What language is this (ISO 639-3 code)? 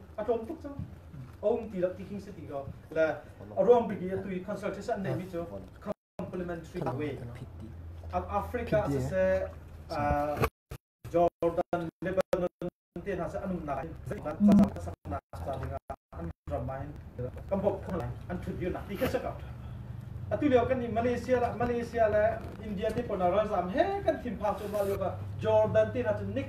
cnh